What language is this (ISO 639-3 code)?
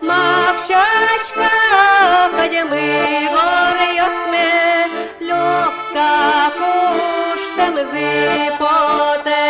udm